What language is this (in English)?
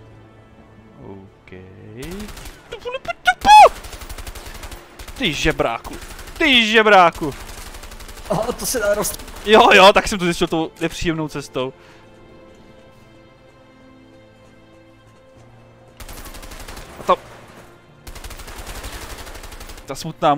Czech